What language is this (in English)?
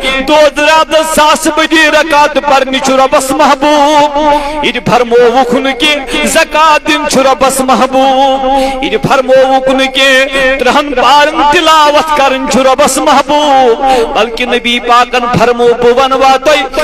Kashmiri